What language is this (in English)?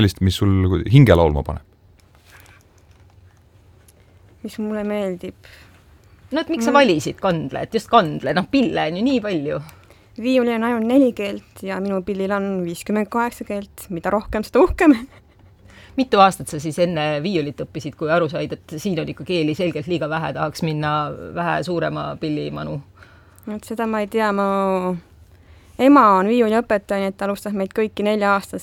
Estonian